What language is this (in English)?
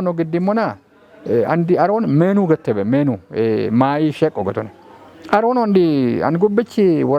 Kafa